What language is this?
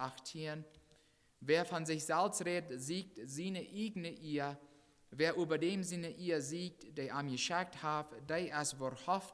Plautdietsch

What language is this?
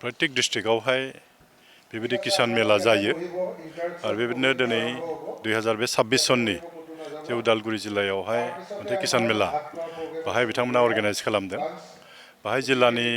Bodo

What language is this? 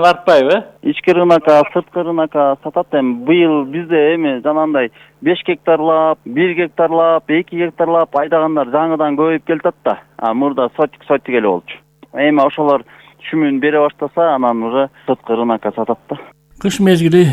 Kyrgyz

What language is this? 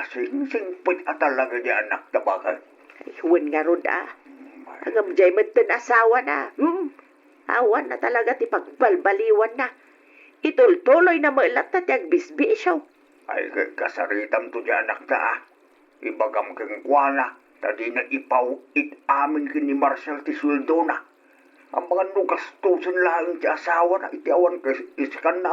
Iloko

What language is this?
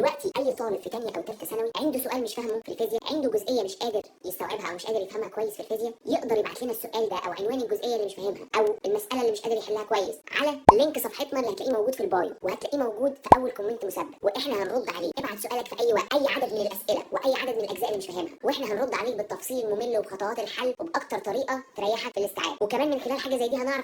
Egyptian Arabic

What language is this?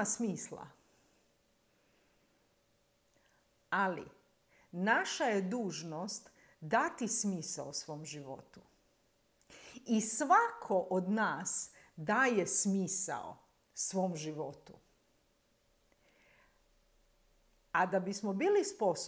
Croatian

